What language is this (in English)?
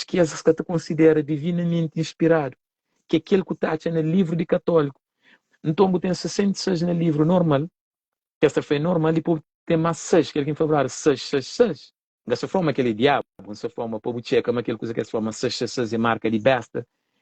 Kabuverdianu